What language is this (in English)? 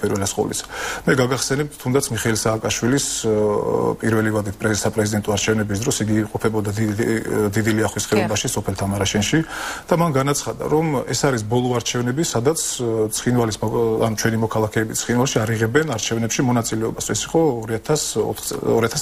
Georgian